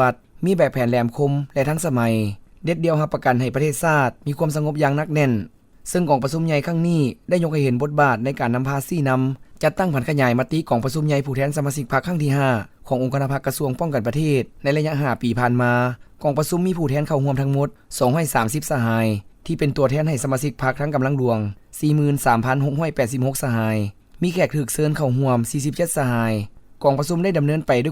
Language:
Lao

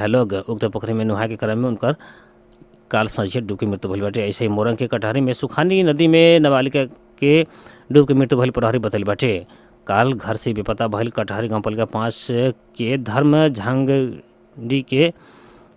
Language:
Bhojpuri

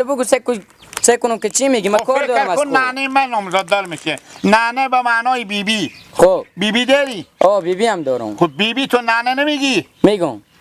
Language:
Persian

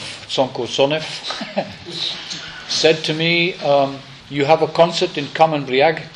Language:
Bulgarian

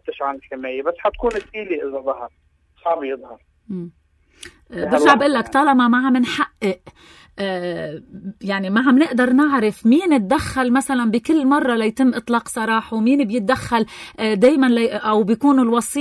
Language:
North Levantine Arabic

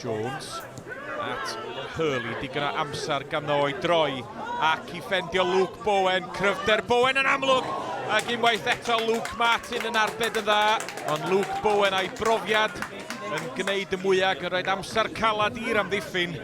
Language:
Welsh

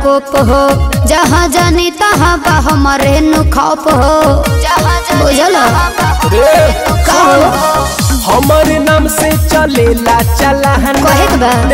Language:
Bhojpuri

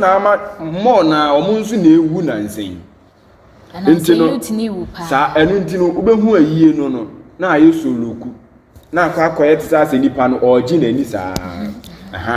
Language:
Akan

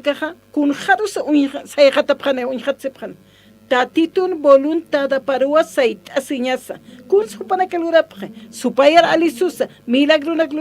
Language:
Aymara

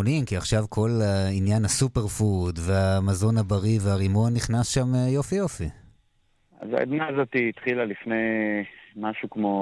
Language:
Hebrew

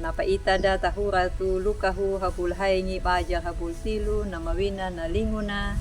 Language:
Anakalangu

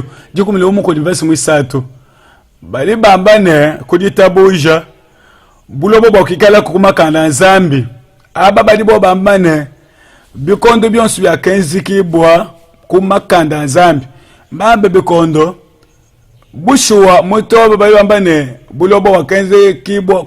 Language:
Luba-Lulua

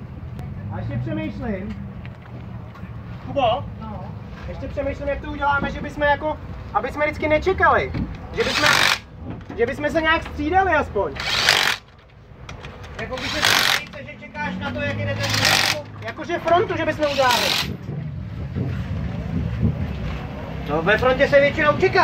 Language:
Czech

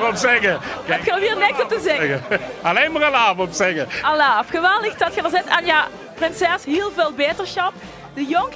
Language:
Limburgish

